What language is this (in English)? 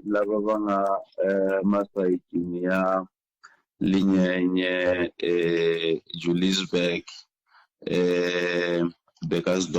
Tsonga